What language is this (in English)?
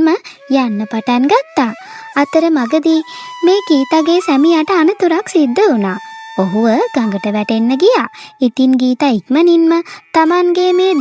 Sinhala